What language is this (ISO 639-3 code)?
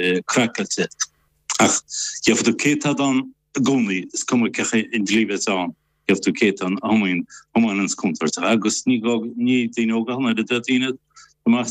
gle